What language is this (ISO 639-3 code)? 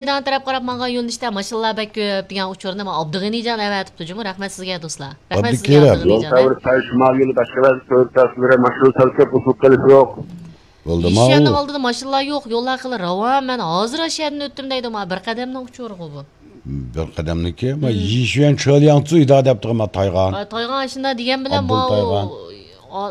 uig